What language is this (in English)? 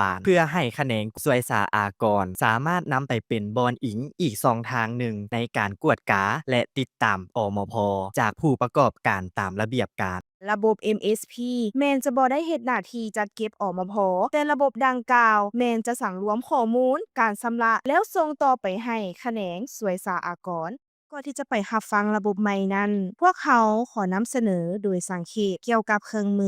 Lao